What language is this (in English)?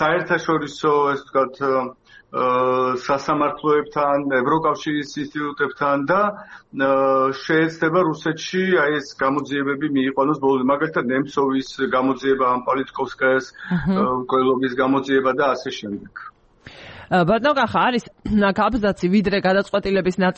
Georgian